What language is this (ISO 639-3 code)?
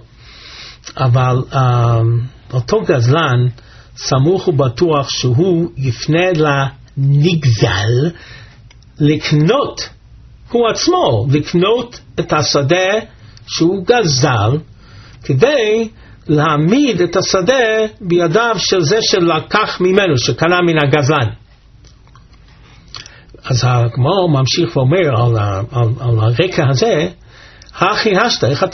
heb